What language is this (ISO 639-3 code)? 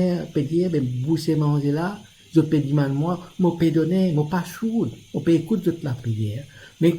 mfe